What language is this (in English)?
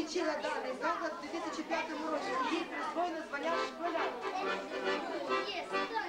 Ukrainian